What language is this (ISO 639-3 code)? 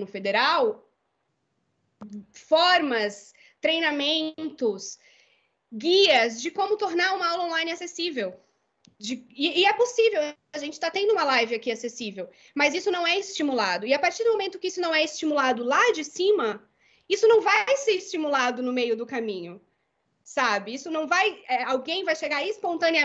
por